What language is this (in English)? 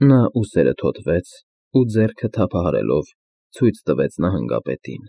Armenian